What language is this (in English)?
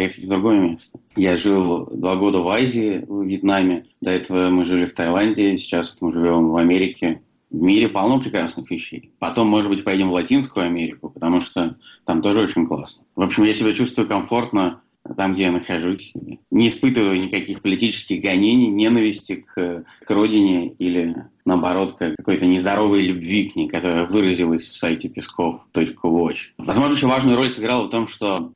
Russian